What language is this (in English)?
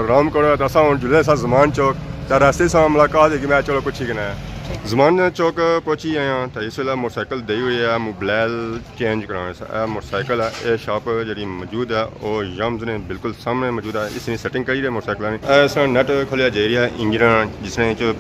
Pahari-Potwari